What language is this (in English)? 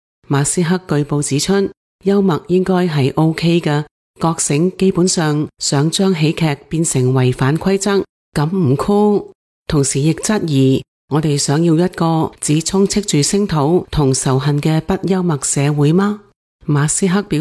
Cantonese